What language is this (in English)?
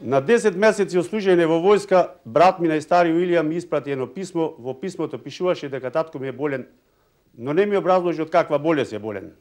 Macedonian